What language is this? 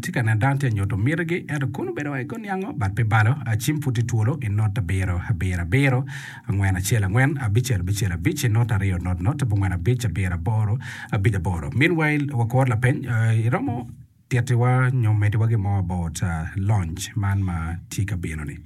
Acoli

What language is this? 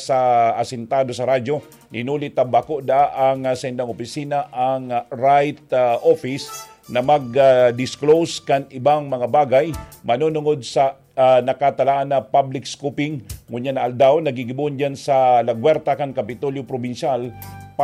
Bikol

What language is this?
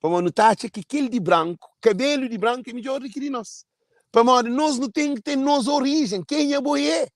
Kabuverdianu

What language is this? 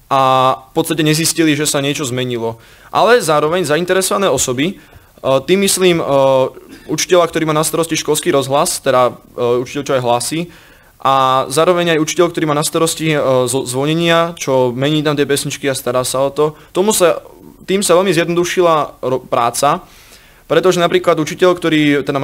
Slovak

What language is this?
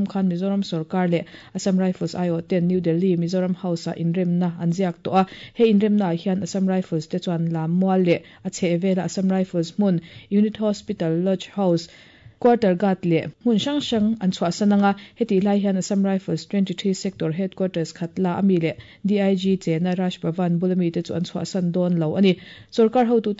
Mizo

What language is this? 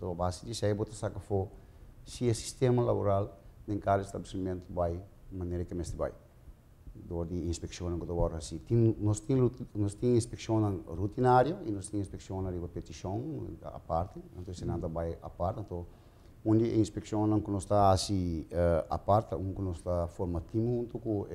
Papiamento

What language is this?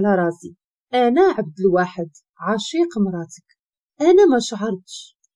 Moroccan Arabic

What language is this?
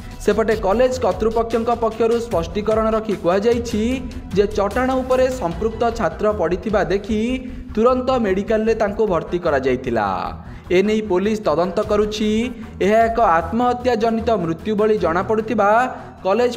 Odia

